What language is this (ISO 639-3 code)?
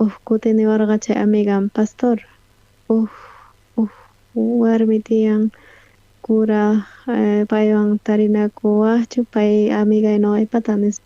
quh